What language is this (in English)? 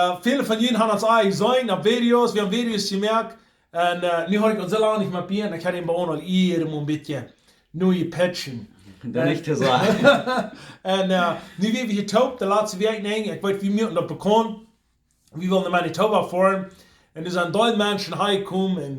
Plautdietsch